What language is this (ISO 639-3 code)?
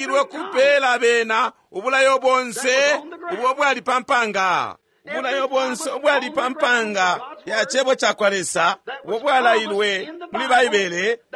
bem